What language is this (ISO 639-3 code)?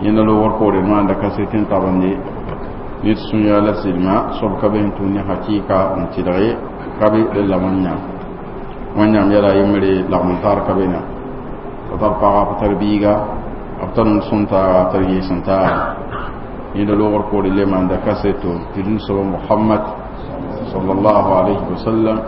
mos